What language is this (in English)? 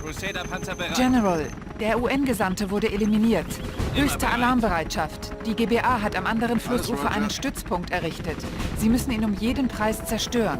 Bavarian